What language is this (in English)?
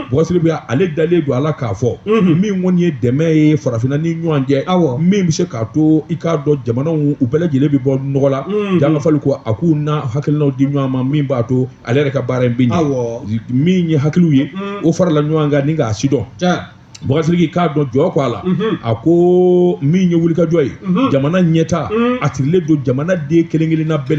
Bambara